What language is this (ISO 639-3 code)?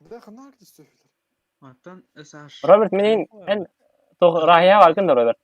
sah